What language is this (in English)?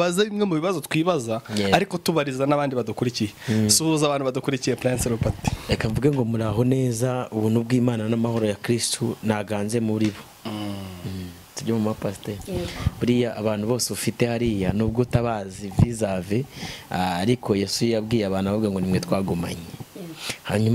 Kinyarwanda